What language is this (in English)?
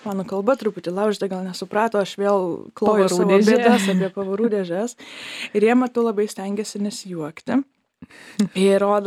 Lithuanian